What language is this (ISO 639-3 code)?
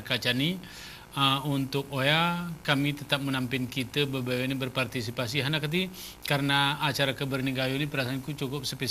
gay